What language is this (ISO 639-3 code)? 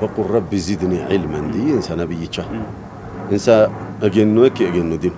sid